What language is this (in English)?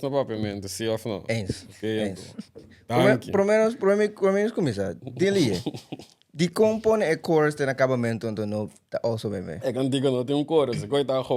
Papiamento